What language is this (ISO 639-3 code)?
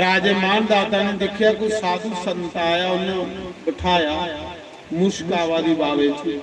doi